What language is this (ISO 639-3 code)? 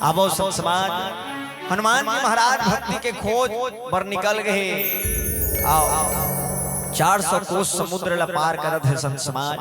hne